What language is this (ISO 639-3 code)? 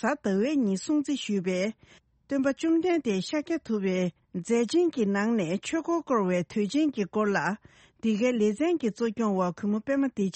bod